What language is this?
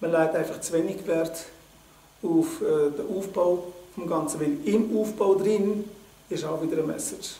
Swiss German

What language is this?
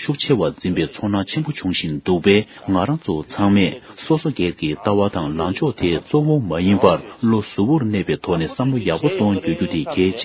Tibetan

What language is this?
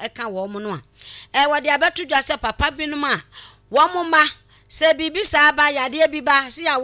Akan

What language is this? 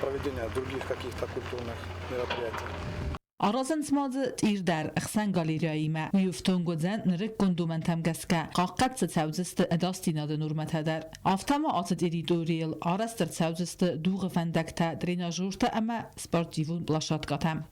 Ossetic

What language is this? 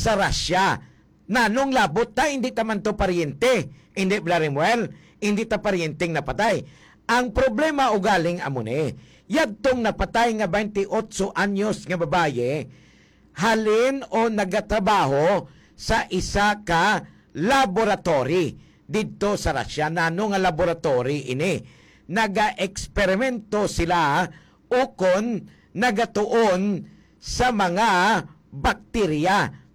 Hiligaynon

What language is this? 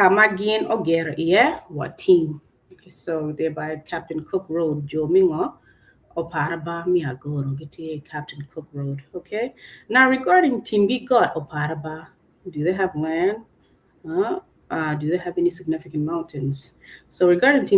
Acoli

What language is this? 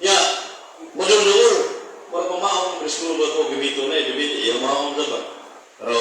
Cebuano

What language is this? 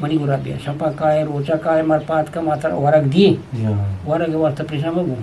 Eastern Balochi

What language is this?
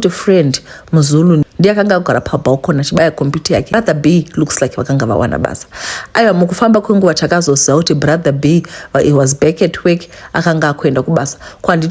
Shona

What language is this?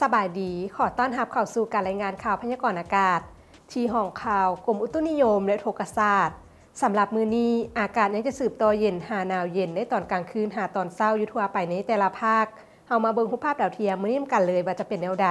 Lao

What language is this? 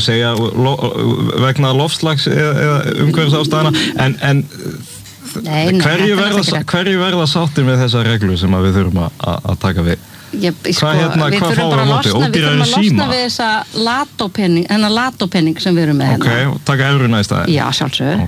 Icelandic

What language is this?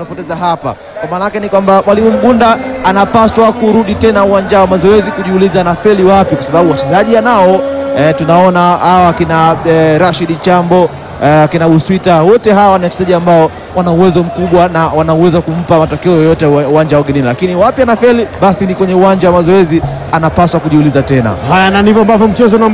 Swahili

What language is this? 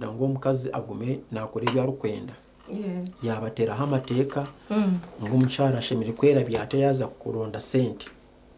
Nyankole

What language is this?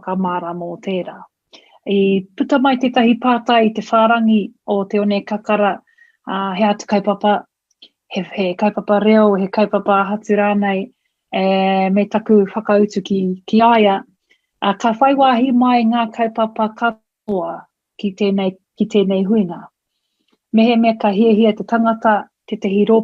Māori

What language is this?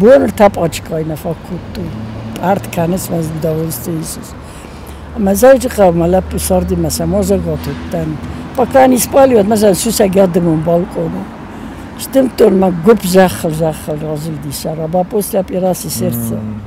Ossetic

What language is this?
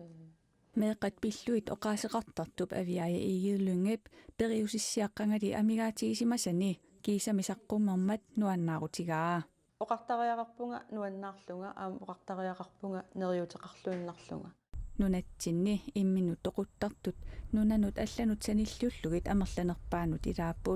Kalaallisut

